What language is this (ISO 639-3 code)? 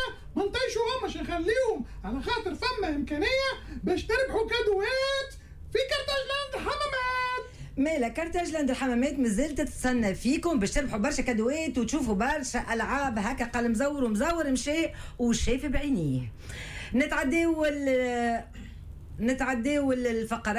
aeb